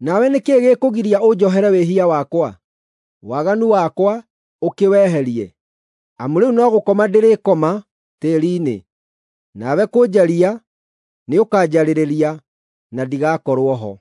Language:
Kikuyu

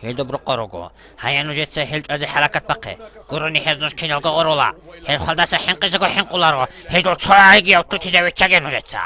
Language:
Avaric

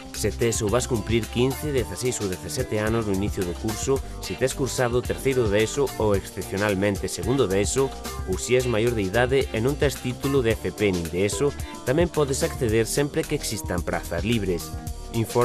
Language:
Galician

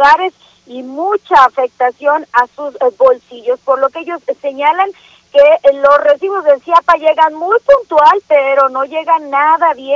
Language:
Spanish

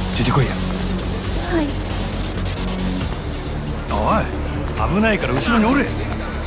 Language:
Japanese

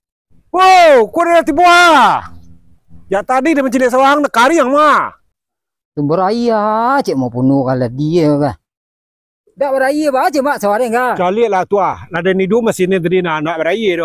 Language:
Minangkabau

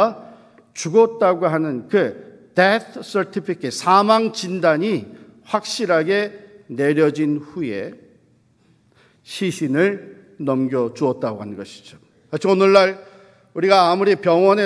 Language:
Korean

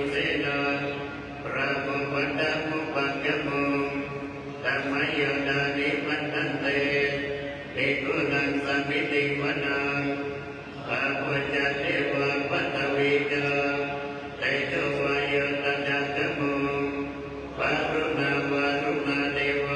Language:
Pali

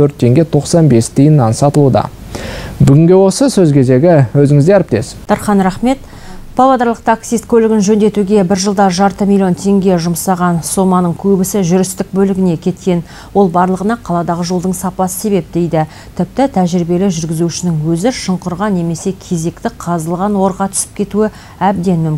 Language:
Kazakh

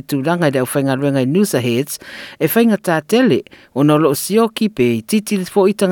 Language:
Samoan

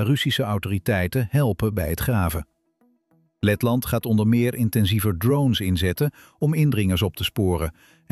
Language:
Dutch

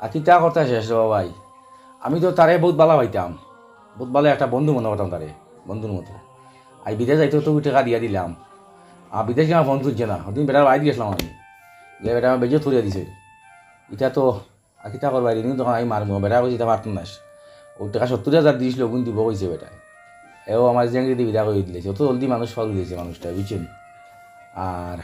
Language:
Sylheti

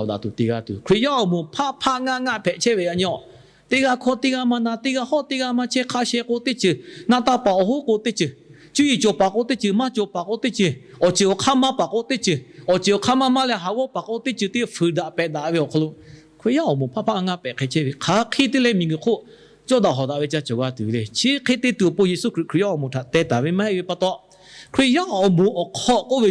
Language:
Lahu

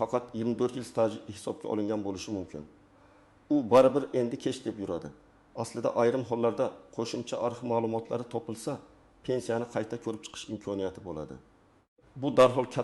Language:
Uzbek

